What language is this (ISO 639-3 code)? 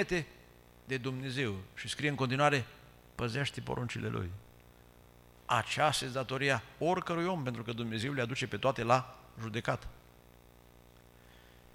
ron